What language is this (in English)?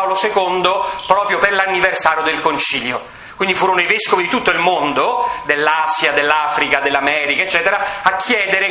Italian